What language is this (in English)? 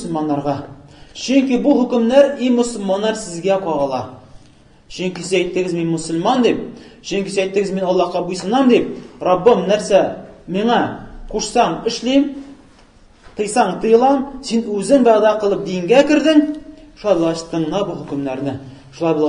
Tatar